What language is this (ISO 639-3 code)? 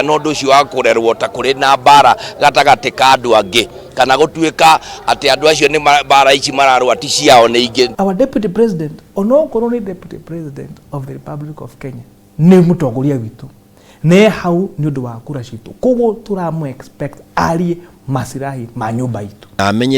kik